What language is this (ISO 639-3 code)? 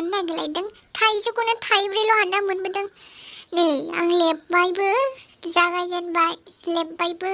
brx